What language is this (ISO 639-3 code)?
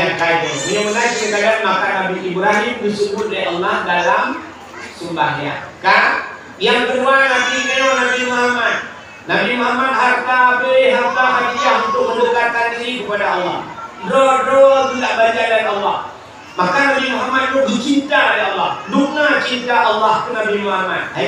ace